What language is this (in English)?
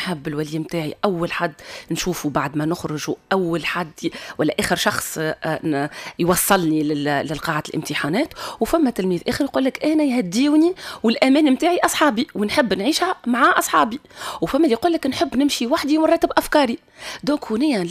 Tunisian Arabic